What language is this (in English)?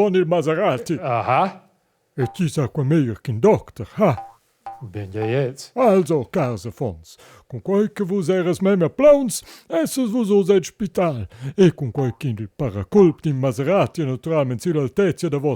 Romansh